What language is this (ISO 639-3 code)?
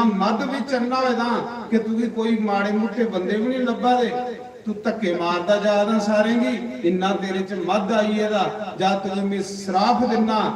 doi